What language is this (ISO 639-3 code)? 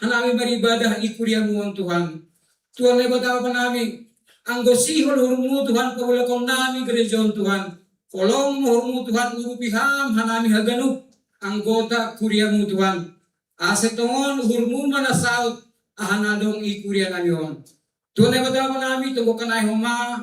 bts